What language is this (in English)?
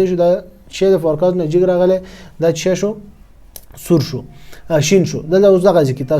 Pashto